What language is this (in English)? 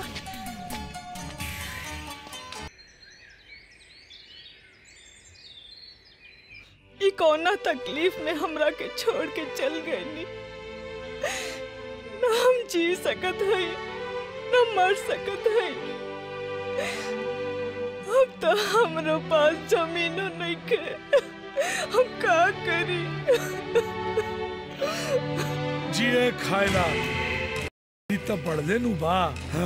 Bhojpuri